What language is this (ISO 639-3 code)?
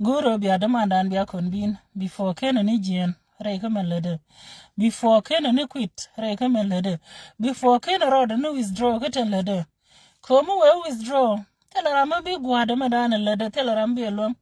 nus